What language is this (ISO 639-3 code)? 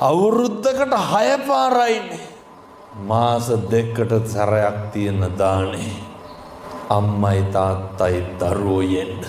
sin